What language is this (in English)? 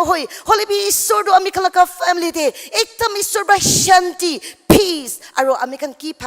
Naga Pidgin